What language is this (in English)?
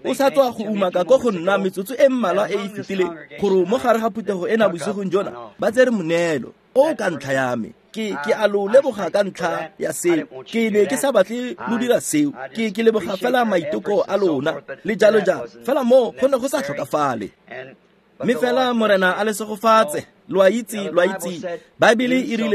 Tswana